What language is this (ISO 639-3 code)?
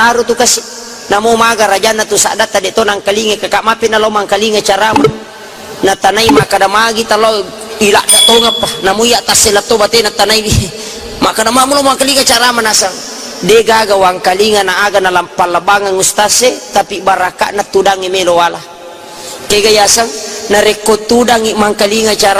bug